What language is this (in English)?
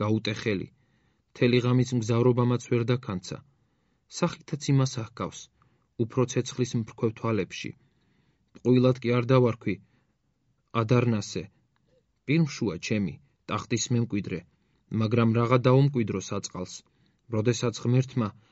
Georgian